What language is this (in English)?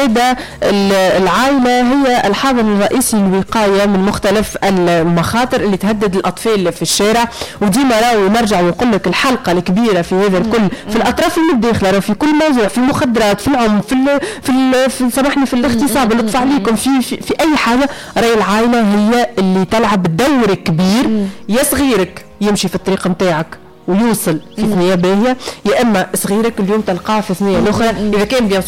Tunisian Arabic